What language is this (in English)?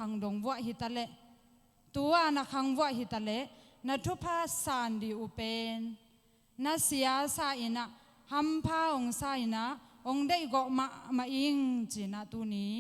Tedim Chin